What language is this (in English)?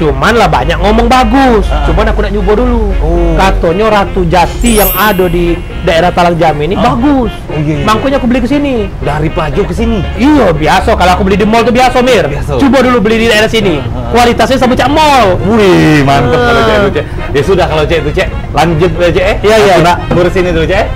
Musi